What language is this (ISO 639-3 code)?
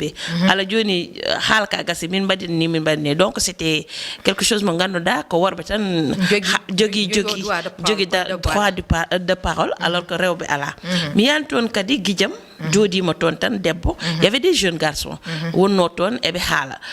ful